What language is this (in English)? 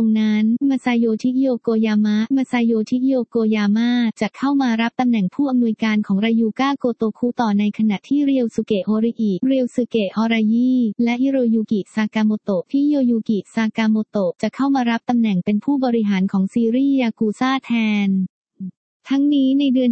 Thai